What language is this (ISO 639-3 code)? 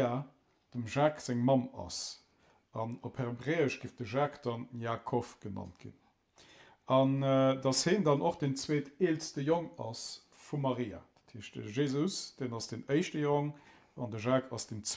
ltz